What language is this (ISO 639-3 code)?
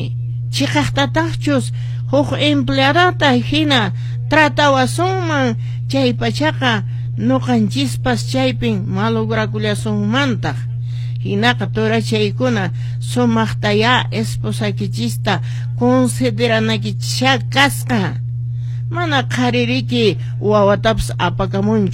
que